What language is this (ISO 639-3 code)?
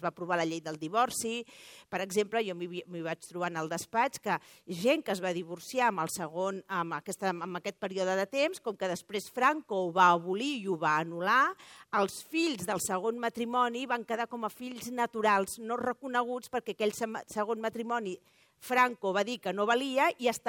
cat